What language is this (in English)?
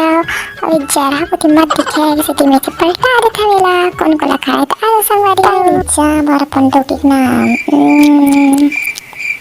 Chhattisgarhi